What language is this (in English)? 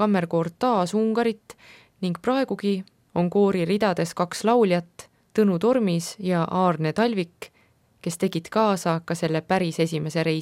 Estonian